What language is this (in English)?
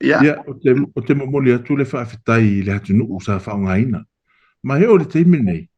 Samoan